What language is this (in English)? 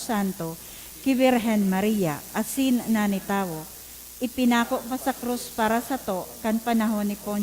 Bikol